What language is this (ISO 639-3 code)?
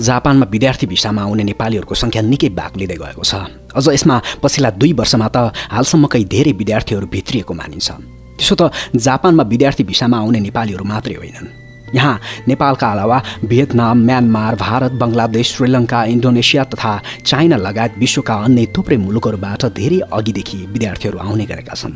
nep